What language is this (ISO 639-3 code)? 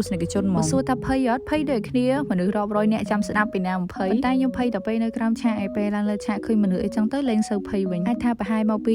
khm